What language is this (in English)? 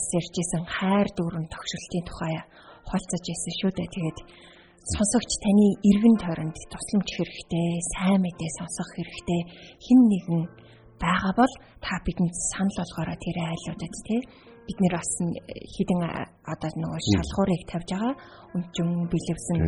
Mongolian